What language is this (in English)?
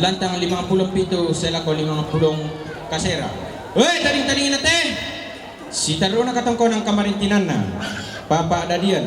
Toraja-Sa'dan